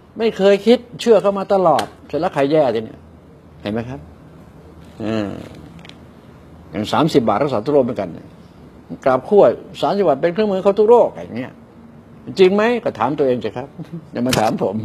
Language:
Thai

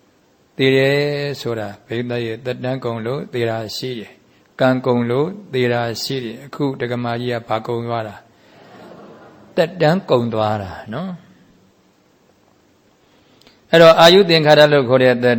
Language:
Burmese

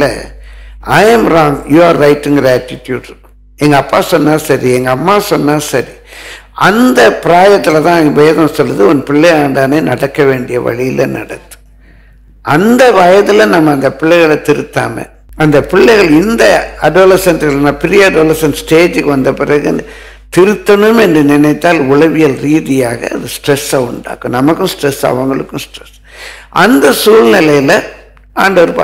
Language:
Tamil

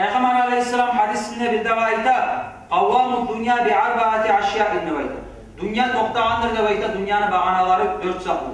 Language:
Kumyk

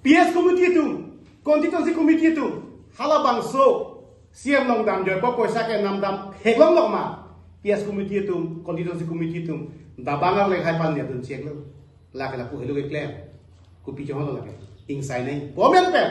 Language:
Karbi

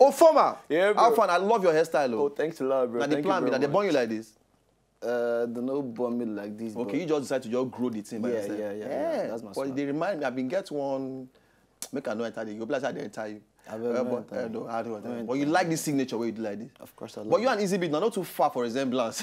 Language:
Nigerian Pidgin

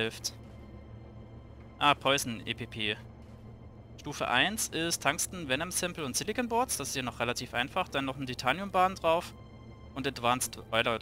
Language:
German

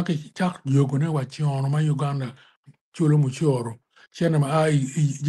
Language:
Acoli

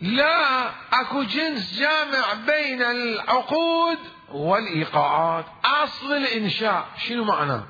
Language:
Mesopotamian Arabic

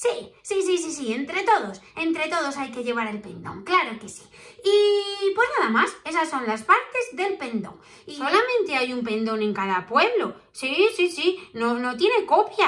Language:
Spanish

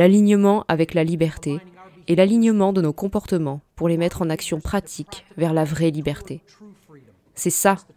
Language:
French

